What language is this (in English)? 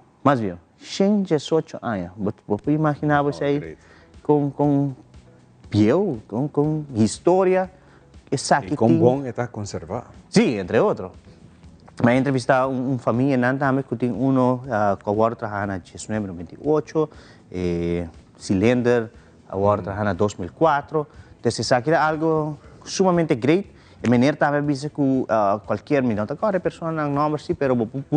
Papiamento